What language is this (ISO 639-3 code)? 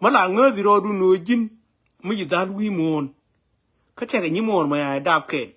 nus